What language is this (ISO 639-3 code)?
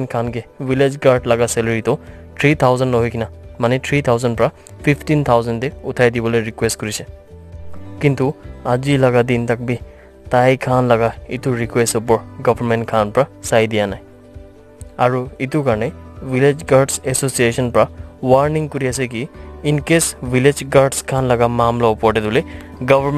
nag